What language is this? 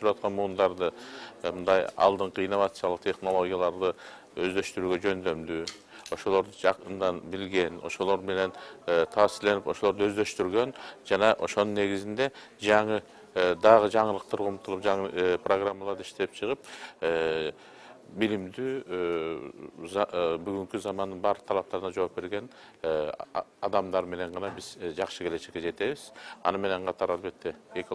Kyrgyz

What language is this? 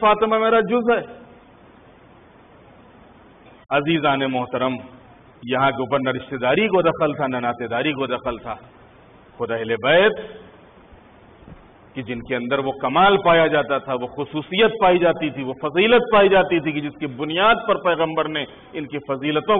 Urdu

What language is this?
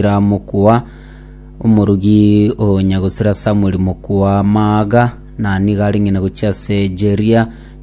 Gusii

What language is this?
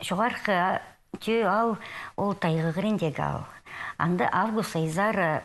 Khakas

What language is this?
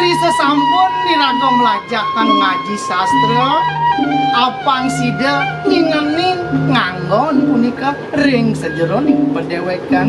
Balinese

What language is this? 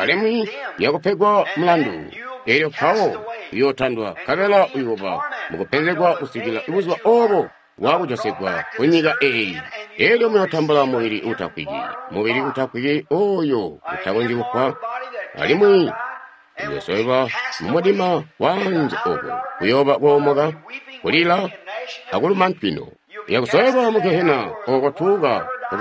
Tonga (Zambia)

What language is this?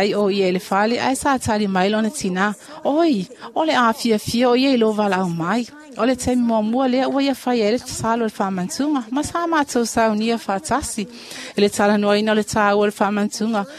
Samoan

